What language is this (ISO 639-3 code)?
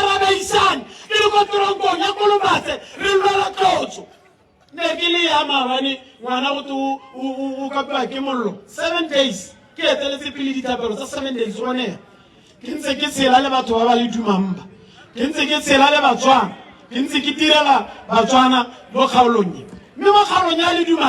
tsn